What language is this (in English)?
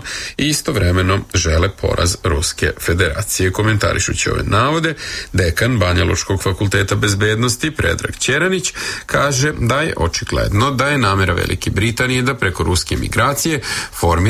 Serbian